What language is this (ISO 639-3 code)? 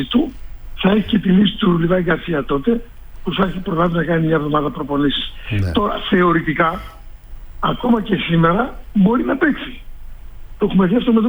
ell